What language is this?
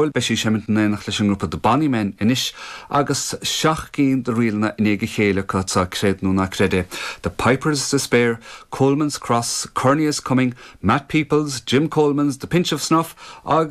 Irish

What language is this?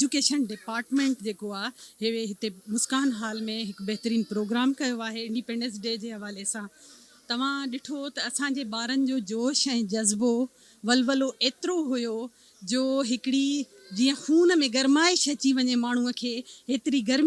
Sindhi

